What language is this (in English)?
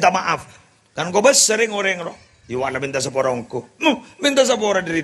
Madurese